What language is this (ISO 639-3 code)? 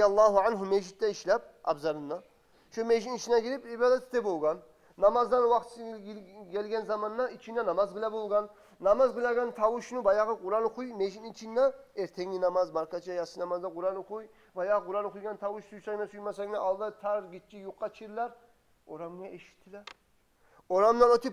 kum